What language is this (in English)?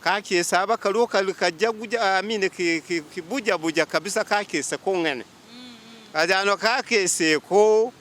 Masaaba